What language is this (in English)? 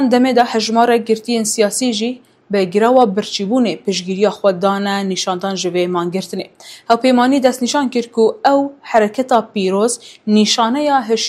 Kurdish